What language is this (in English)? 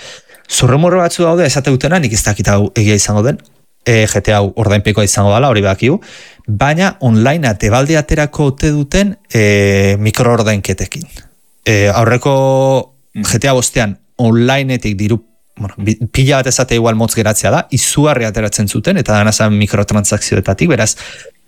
Basque